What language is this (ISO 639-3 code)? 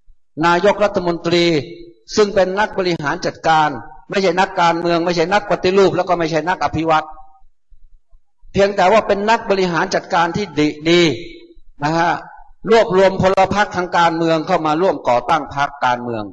tha